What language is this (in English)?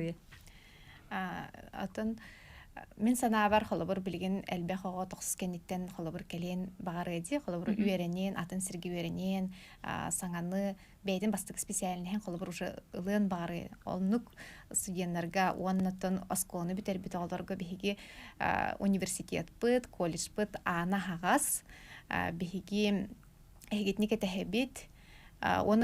Yakut